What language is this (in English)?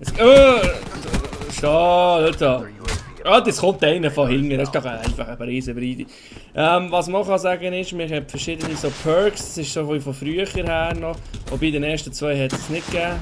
Swiss German